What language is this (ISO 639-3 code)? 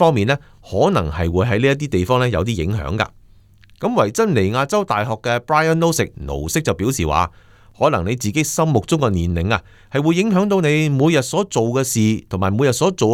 yue